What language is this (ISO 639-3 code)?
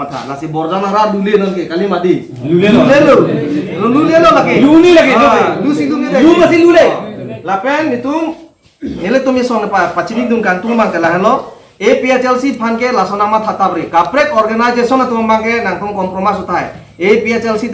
mjw